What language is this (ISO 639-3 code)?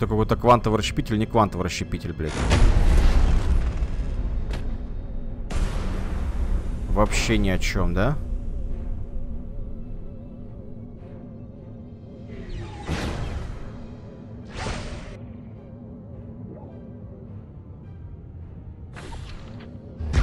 rus